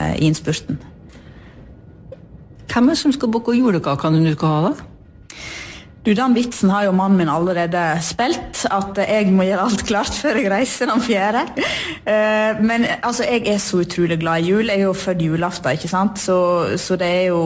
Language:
Norwegian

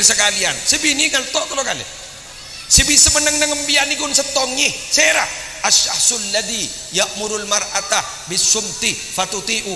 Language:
Madurese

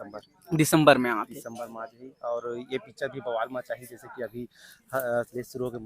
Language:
Chhattisgarhi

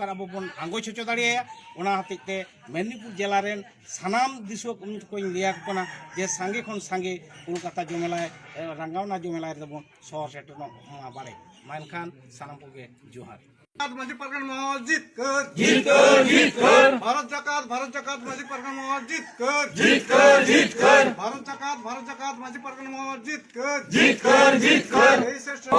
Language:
Santali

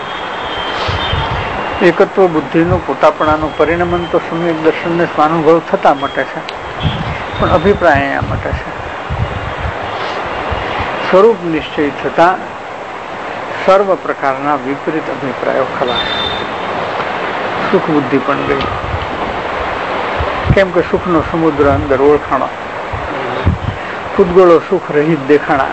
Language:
Gujarati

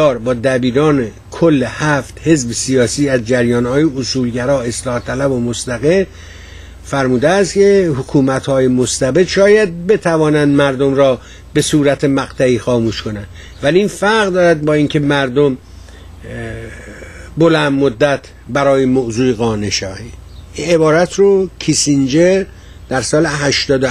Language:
Persian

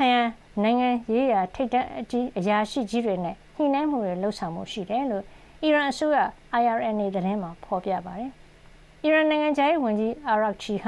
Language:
Burmese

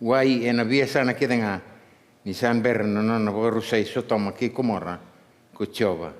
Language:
Fijian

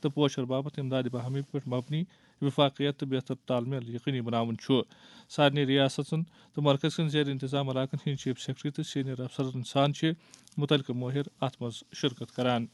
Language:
Kashmiri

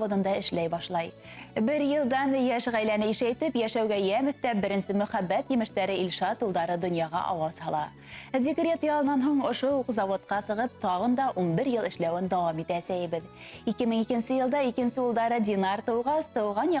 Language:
Bashkir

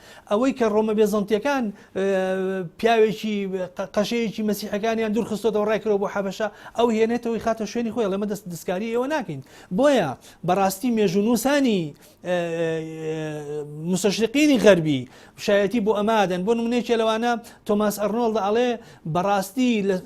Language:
Central Kurdish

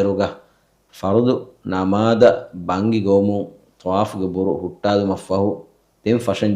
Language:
Divehi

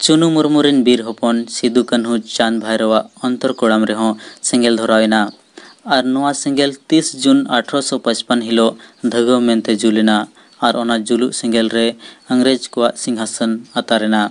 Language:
Santali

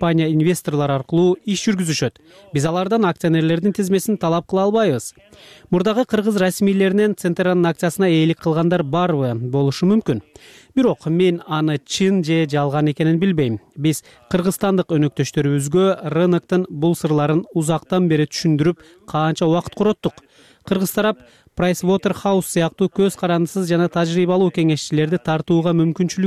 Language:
Kyrgyz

